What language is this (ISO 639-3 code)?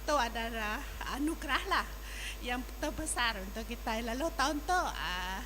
iba